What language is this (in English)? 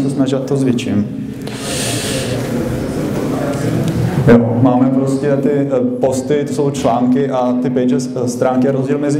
Czech